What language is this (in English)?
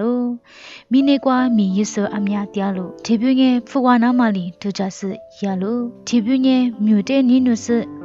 Lisu